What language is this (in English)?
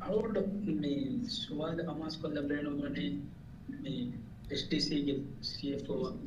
Divehi